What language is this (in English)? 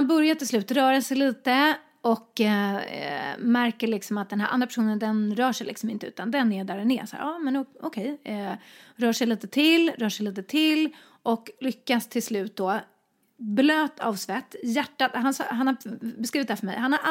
Swedish